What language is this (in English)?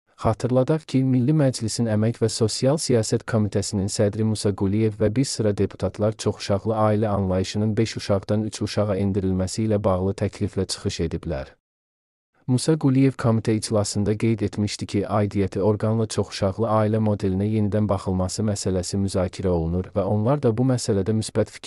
Azerbaijani